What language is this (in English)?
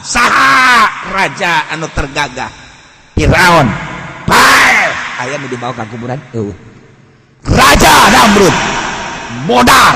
Sundanese